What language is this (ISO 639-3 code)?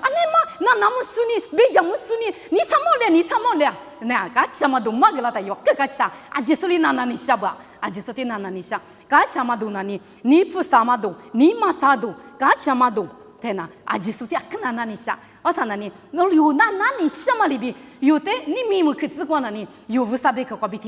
lis